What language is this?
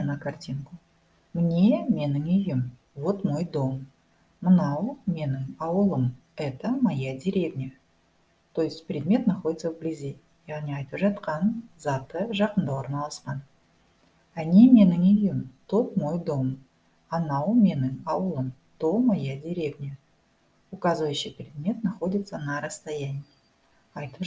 Kazakh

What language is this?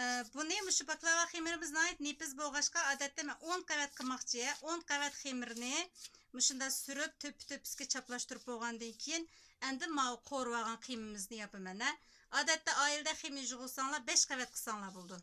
Uyghur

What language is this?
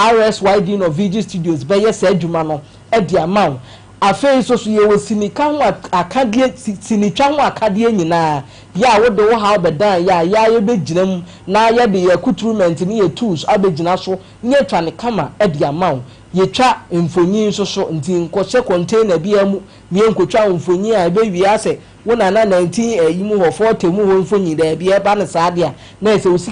Akan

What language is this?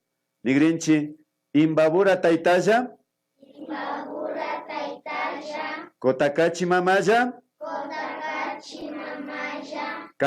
Imbabura Highland Quichua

